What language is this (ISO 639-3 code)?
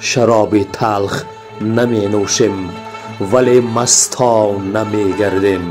tgk